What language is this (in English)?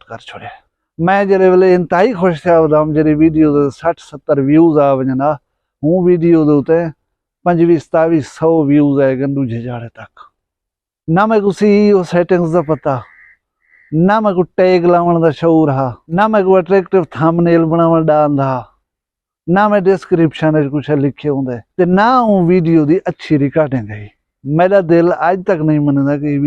Saraiki